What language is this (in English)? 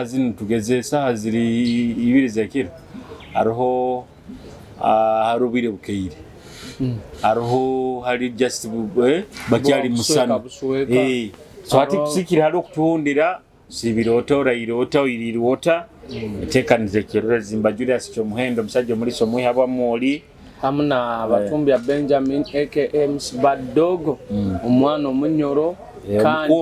Nyoro